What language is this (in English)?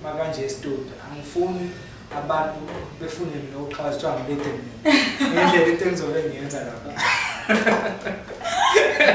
Zulu